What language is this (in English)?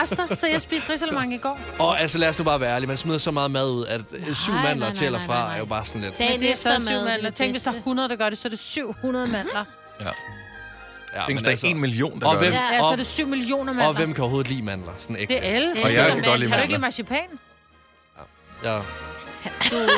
Danish